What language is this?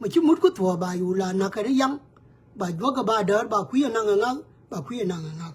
Nuer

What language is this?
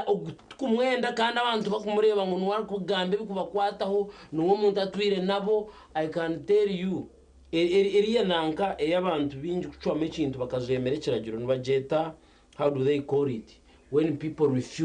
Nyankole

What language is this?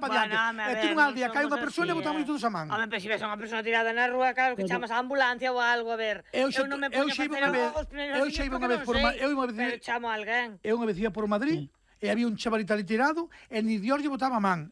Galician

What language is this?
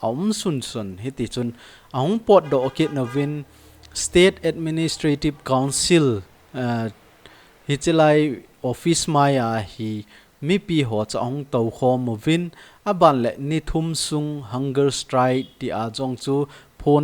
Thado Chin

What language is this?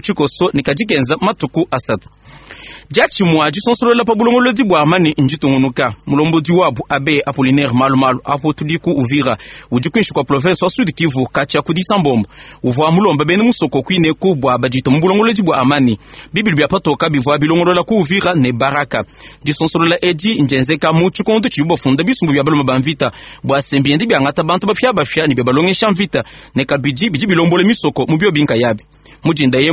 Luba-Lulua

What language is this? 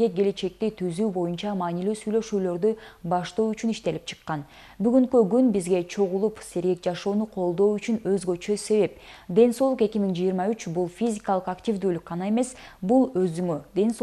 Kyrgyz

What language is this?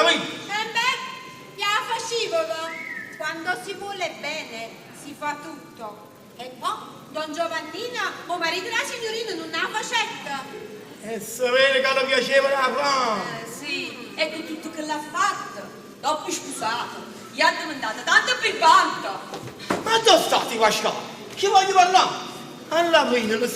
Neapolitan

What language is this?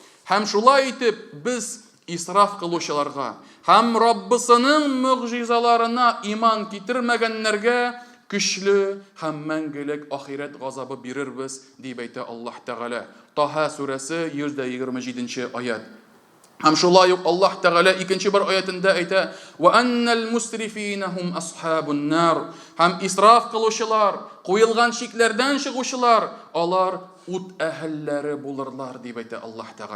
Tatar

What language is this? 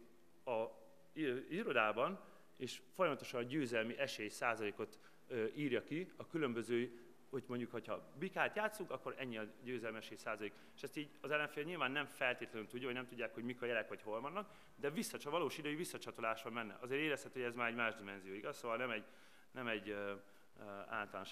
Hungarian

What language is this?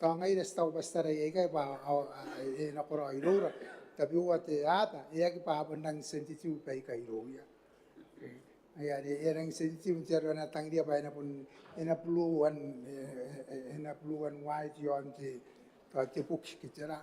Gilbertese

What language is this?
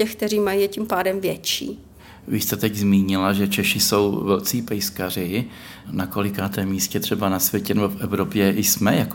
Czech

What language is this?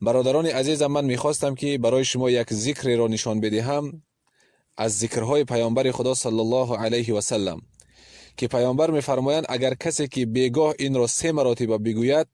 Tajik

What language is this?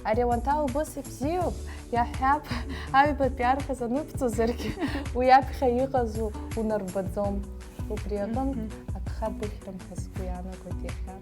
Abkhazian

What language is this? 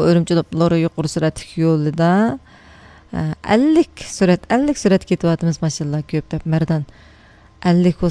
Uyghur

